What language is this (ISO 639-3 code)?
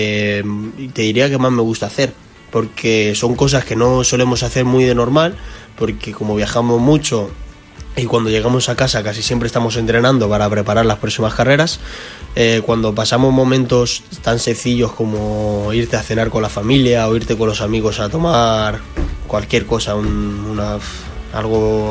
spa